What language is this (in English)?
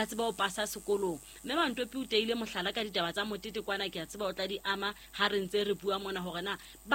Southern Sotho